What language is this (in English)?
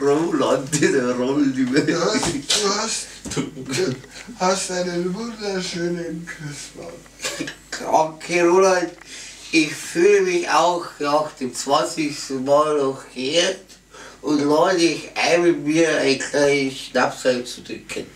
Bavarian